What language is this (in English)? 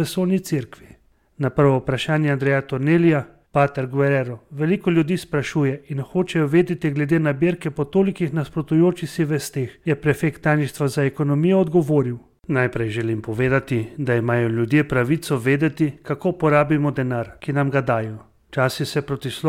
Slovenian